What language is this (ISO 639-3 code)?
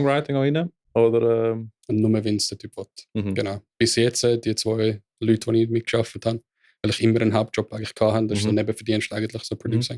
gsw